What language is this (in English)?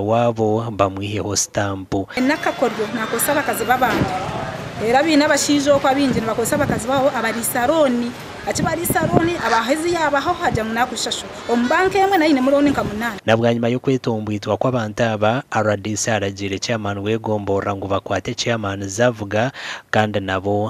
Nyankole